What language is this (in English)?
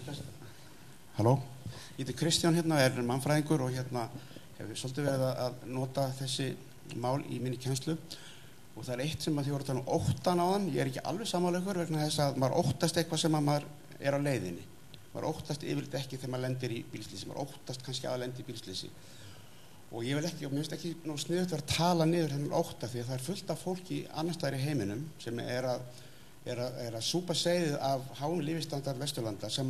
Icelandic